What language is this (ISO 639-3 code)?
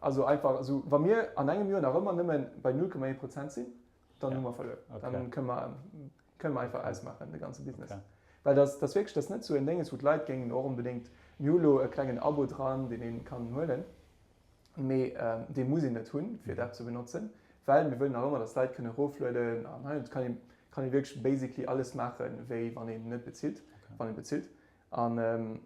ltz